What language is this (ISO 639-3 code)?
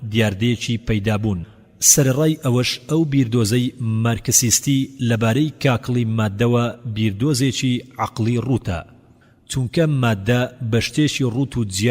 ckb